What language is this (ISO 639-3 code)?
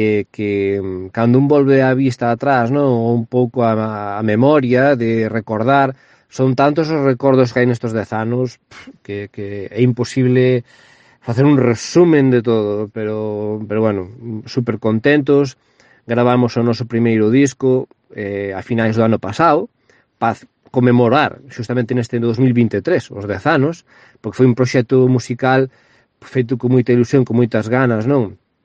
glg